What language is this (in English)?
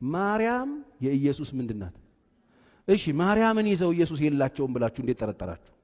Amharic